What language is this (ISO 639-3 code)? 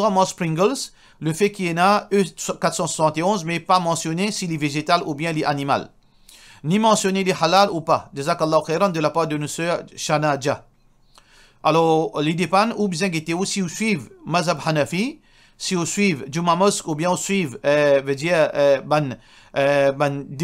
mfe